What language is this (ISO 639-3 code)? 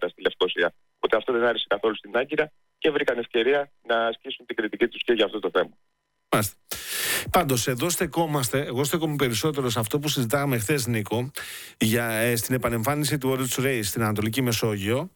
ell